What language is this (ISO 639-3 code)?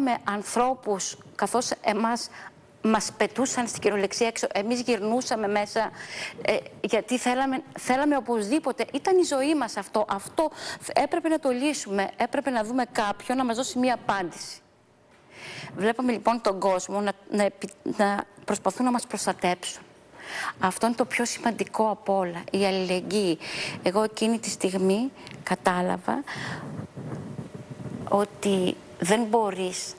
ell